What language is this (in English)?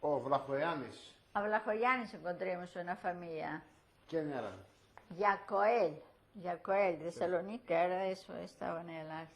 Ladino